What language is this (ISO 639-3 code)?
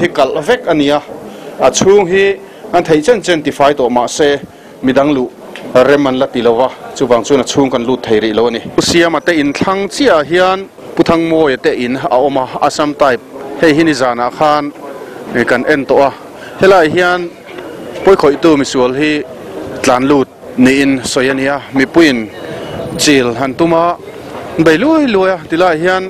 lus